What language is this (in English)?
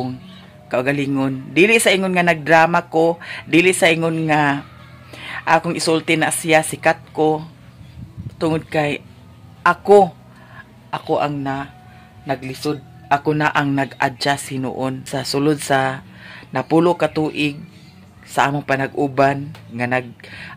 Cebuano